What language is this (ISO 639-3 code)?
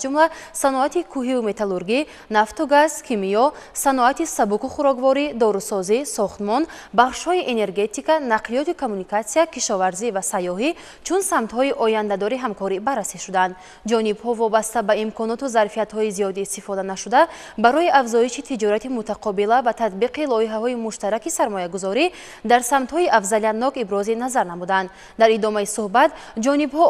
tgk